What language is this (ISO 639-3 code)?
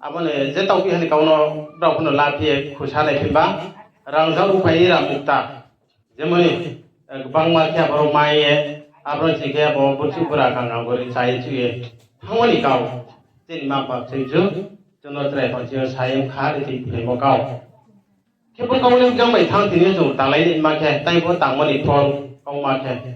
ria